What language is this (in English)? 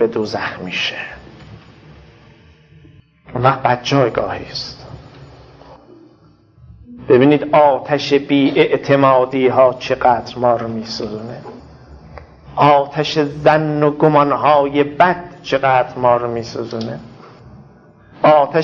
Persian